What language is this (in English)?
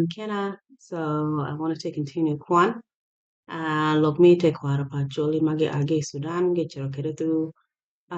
Acoli